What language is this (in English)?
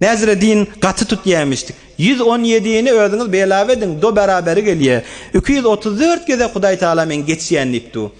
Turkmen